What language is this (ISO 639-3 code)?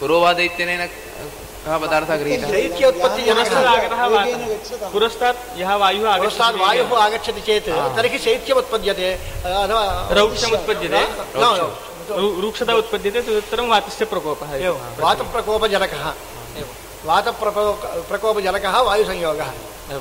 san